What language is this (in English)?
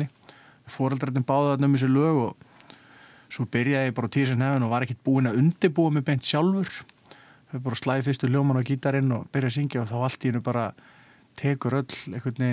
Icelandic